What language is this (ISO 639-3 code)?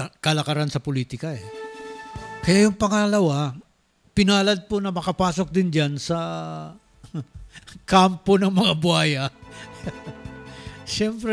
fil